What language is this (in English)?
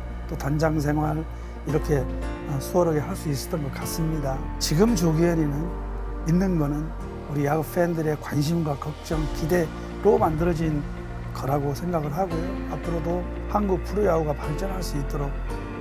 Korean